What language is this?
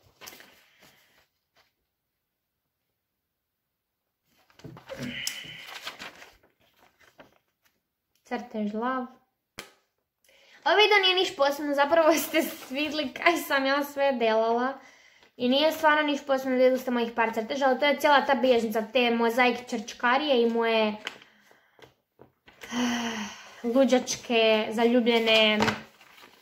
Croatian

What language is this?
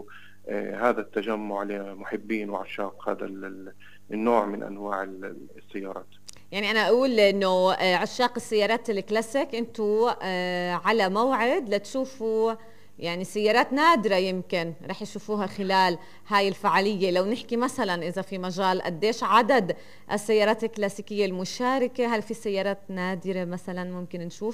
North Levantine Arabic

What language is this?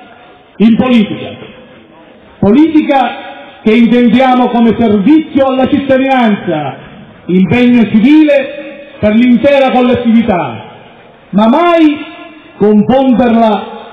Italian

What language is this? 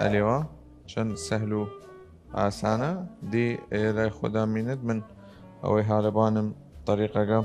Southern Kurdish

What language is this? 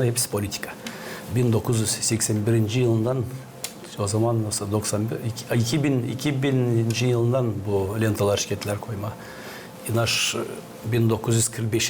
Gagauz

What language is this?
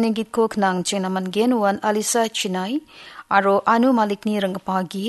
Garo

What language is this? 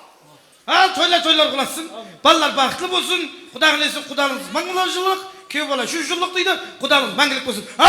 Kara-Kalpak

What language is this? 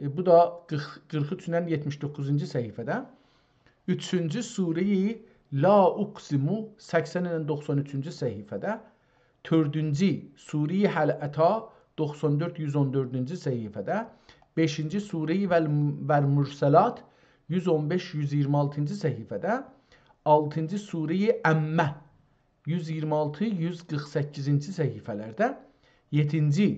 South Azerbaijani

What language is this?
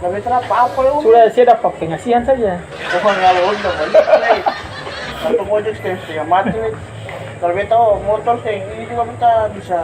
Ambonese Malay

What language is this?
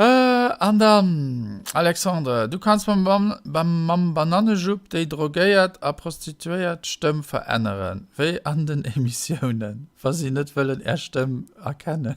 Luxembourgish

